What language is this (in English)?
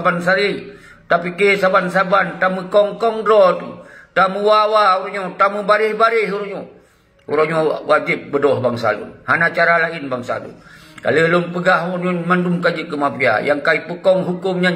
Achinese